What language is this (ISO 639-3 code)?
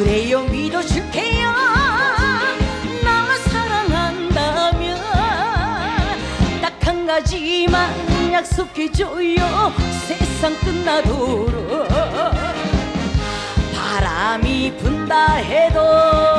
kor